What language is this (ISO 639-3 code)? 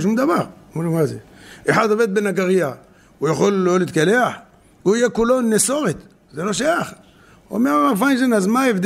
heb